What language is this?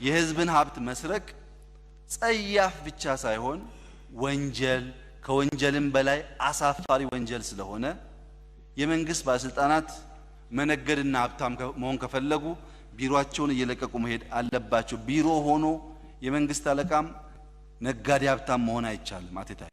Amharic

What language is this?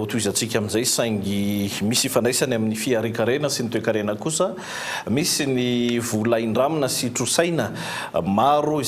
Malagasy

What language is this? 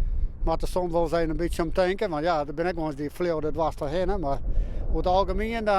Western Frisian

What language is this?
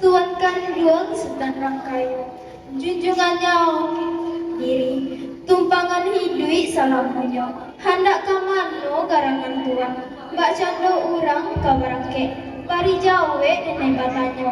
Minangkabau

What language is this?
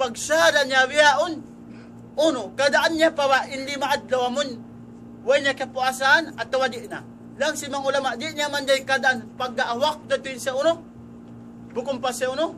Tausug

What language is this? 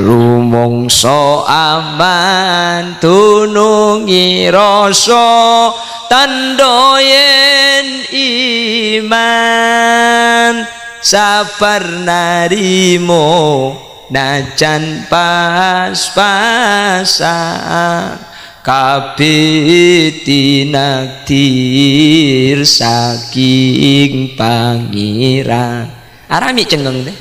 Madurese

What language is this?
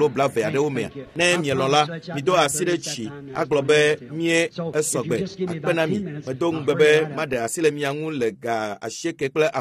Ewe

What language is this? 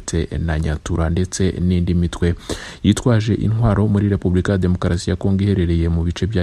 Kinyarwanda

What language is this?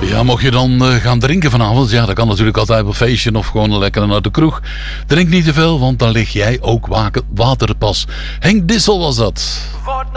Dutch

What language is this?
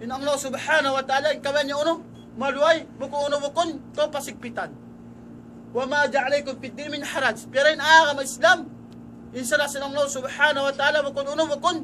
Tausug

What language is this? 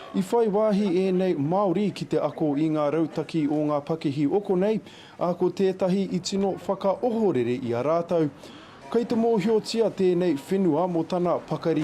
Māori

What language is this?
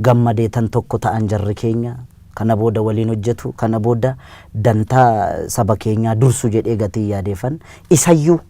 Oromo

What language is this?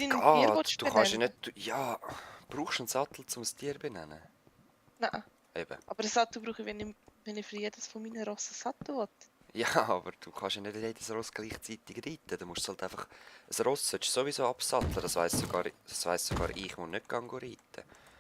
Swiss German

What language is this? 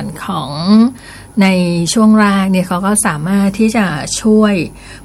Thai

